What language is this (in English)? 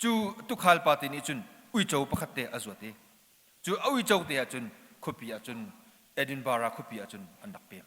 Hakha Chin